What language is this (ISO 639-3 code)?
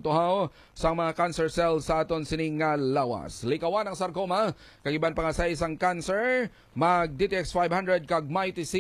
hil